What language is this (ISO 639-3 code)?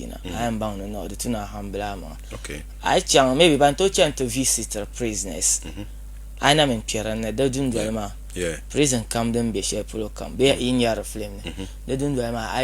dag